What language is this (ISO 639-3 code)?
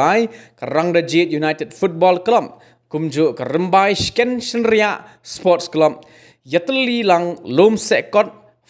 kha